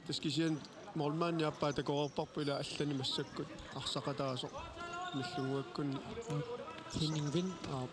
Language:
Kalaallisut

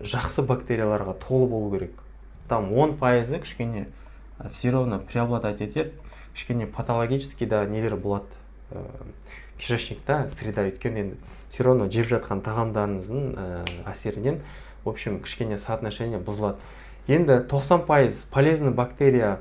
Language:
Kazakh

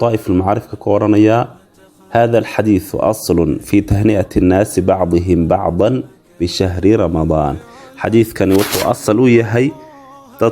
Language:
Somali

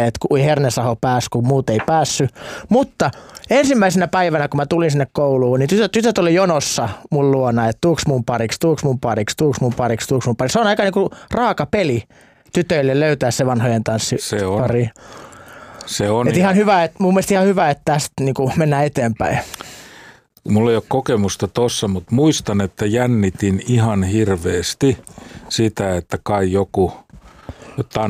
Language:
Finnish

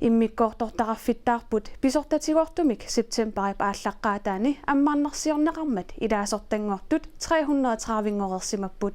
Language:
Kalaallisut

